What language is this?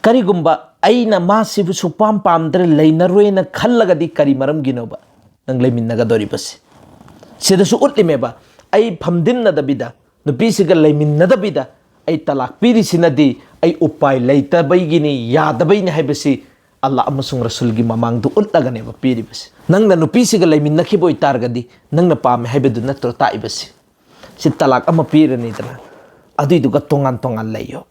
Manipuri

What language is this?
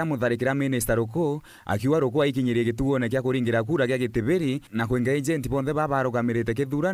Meru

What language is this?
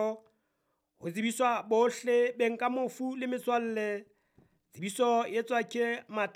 Southern Sotho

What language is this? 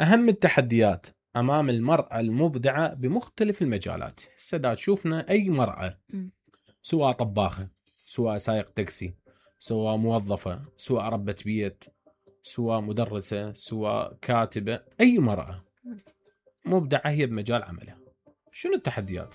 Mesopotamian Arabic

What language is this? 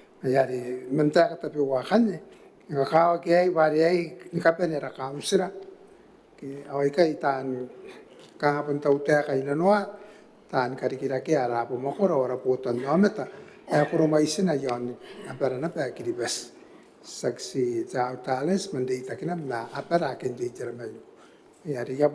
Gilbertese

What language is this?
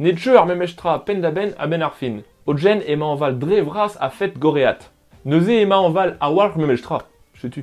Breton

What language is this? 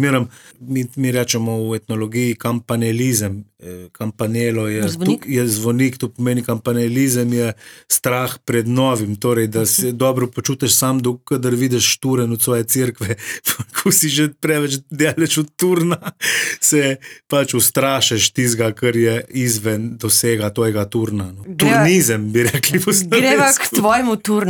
Slovenian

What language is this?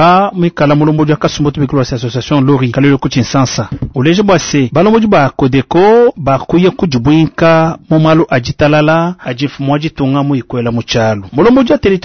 Luba-Lulua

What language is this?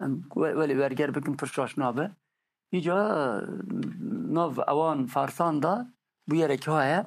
Kurdish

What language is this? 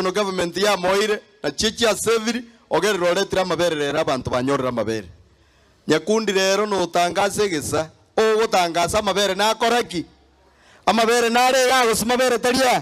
Gusii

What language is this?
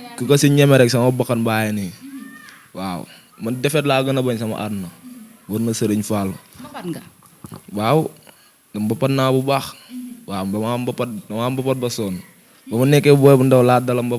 Wolof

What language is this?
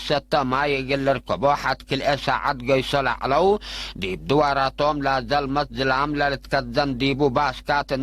Tigre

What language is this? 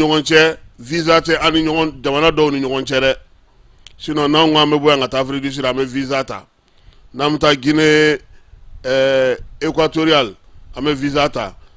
Bambara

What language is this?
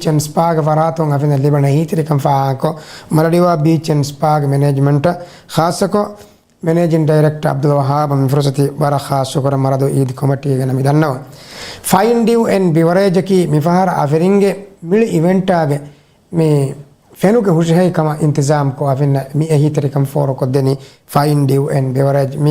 Divehi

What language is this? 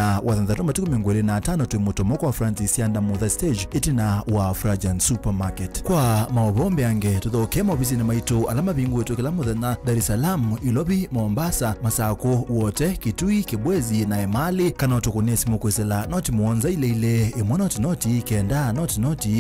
Kamba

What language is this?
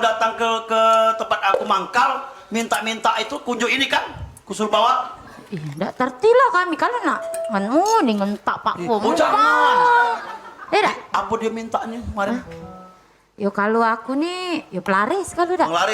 Musi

